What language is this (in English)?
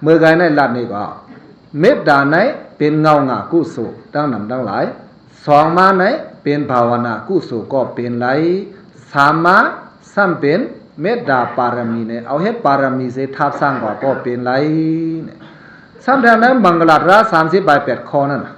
Shan